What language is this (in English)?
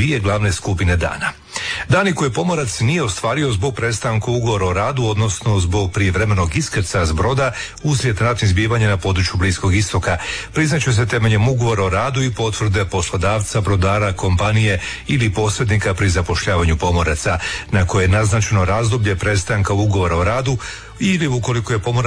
Croatian